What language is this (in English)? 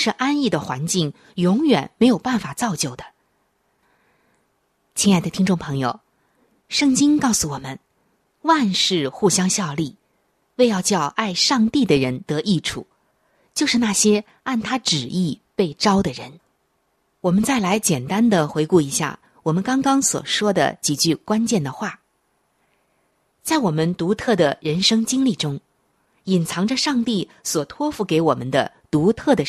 Chinese